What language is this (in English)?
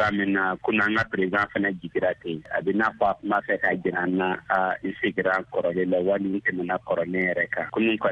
Bambara